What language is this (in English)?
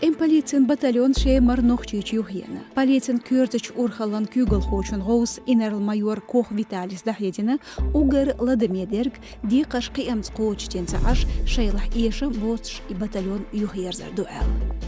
Chechen